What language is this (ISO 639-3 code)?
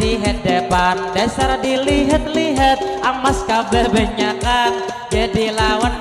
bjn